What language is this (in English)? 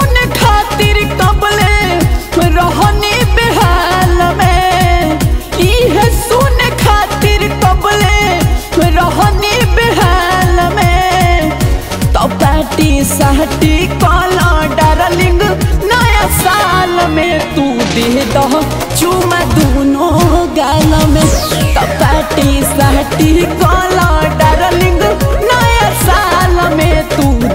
Bhojpuri